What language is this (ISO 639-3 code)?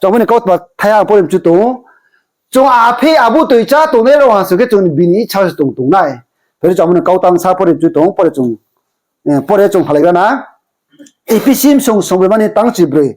ria